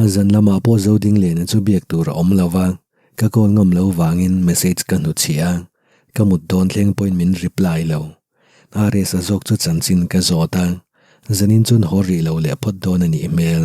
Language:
Mizo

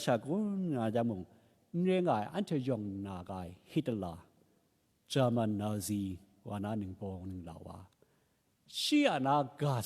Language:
Kachin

